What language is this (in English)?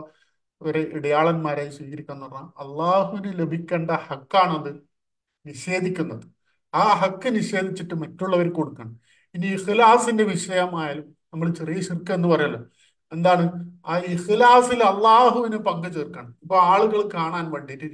Malayalam